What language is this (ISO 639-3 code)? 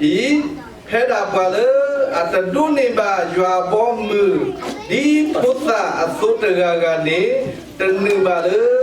ksw